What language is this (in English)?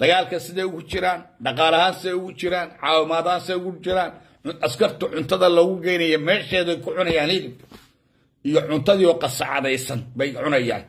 Somali